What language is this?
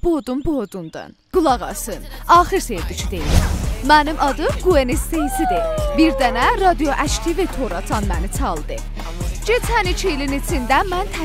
South Azerbaijani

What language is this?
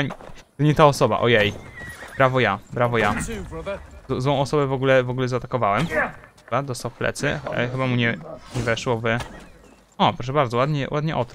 Polish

